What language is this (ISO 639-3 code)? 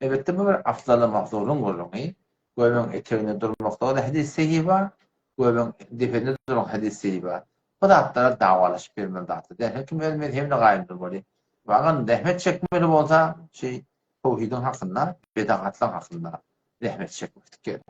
tuk